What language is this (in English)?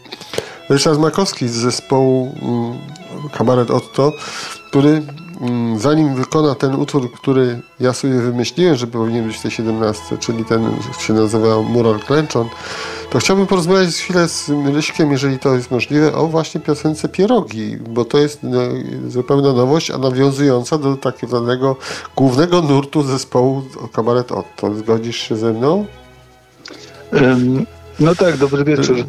Polish